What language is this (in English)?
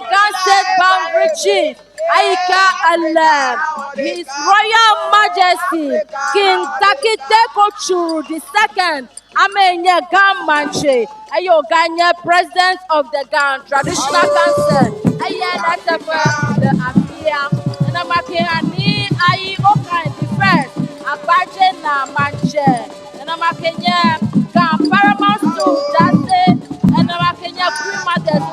Ewe